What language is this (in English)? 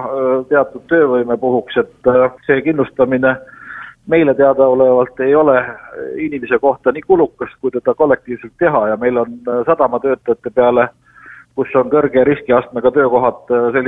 Estonian